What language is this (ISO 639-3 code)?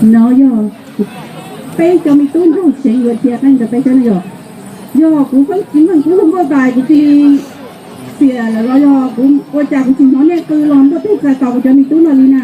hmn